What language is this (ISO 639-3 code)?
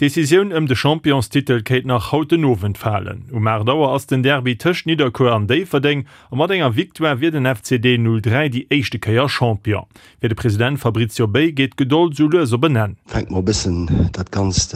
ltz